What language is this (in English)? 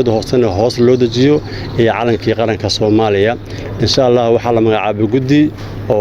Somali